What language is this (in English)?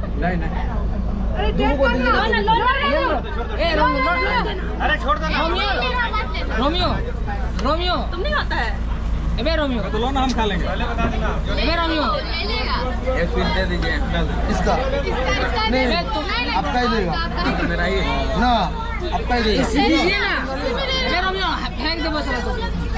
Hindi